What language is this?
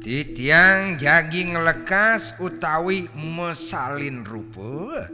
Balinese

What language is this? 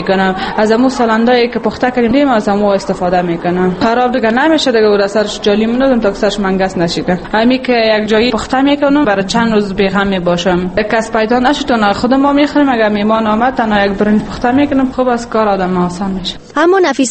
Persian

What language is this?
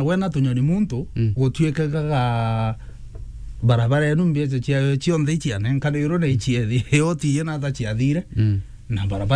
Meru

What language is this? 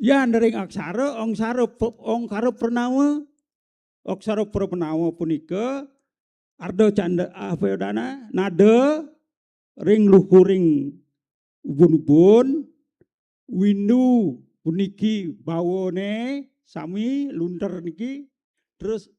Balinese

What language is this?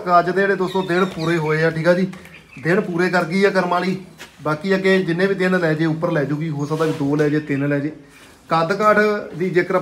Punjabi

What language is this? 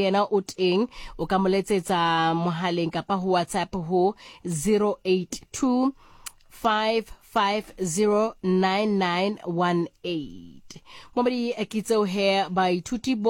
Southern Sotho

